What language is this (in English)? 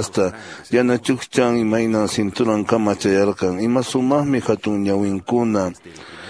Quechua